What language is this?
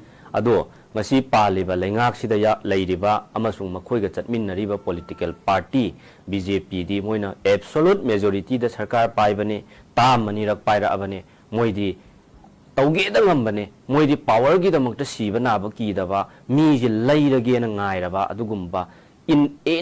Manipuri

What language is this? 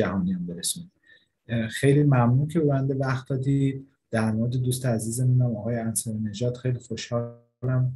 Persian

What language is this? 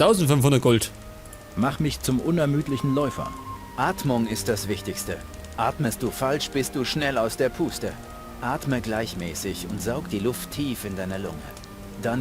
Bavarian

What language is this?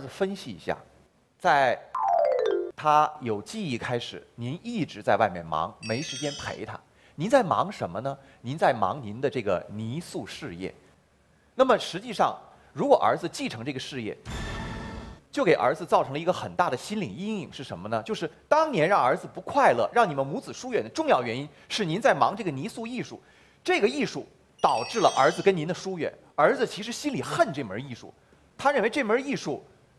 Chinese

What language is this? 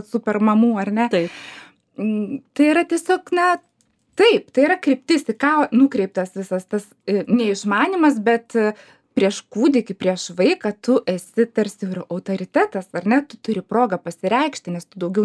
Lithuanian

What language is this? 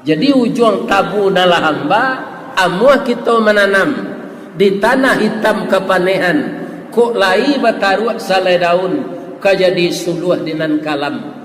Minangkabau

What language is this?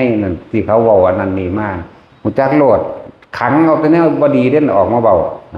Northeastern Thai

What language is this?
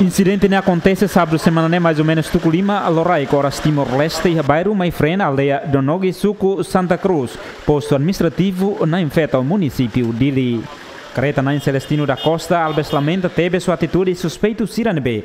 Tetum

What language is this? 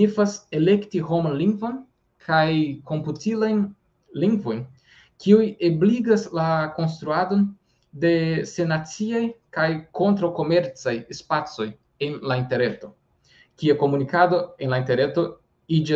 Esperanto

